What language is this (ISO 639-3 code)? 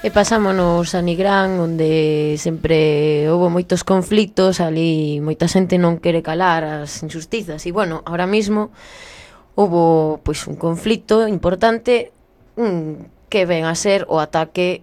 glg